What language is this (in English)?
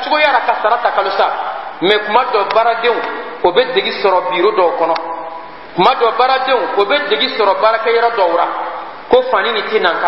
Bambara